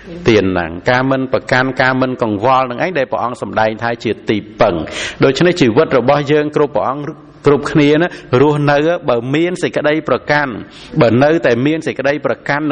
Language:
Khmer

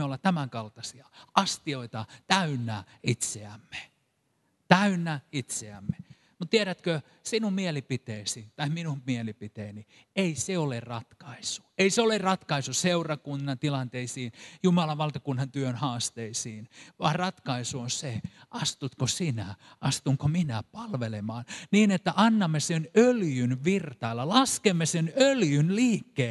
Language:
Finnish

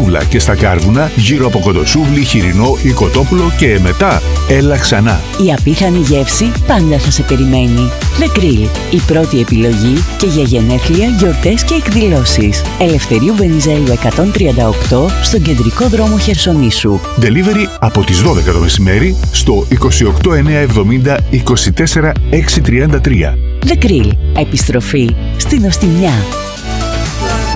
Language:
Greek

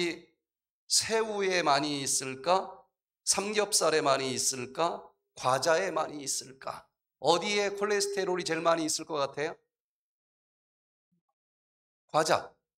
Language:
Korean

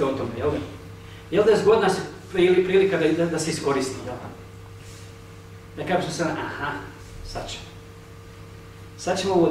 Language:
Bosnian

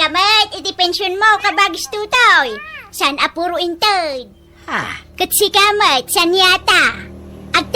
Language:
Iloko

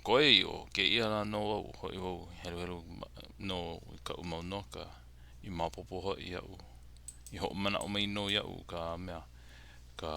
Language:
Hawaiian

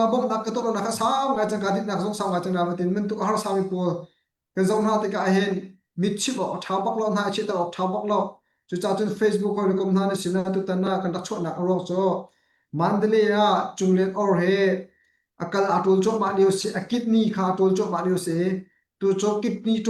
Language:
Hakha Chin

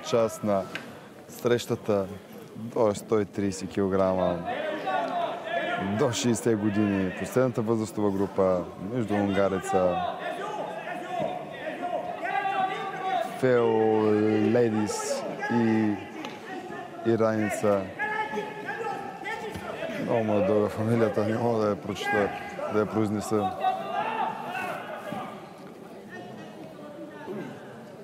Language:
Bulgarian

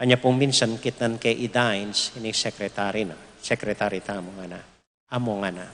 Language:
Pampanga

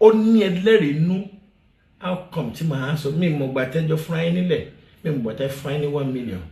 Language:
Yoruba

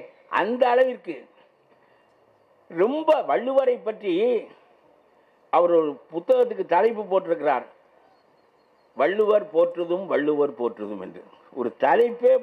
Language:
Tamil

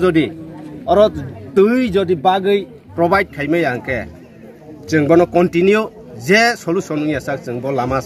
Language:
Riang (India)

